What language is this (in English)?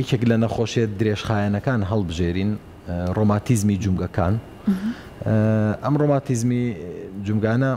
Central Kurdish